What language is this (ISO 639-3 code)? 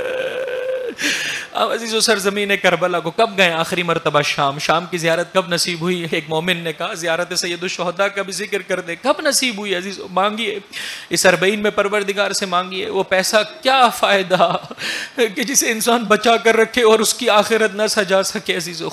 urd